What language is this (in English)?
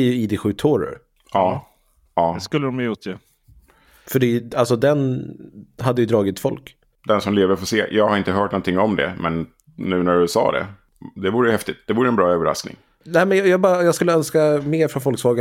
Swedish